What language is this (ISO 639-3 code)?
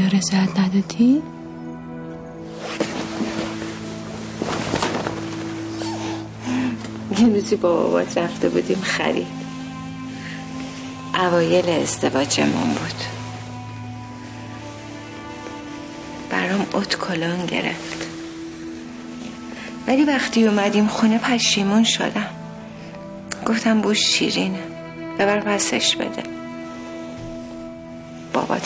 fas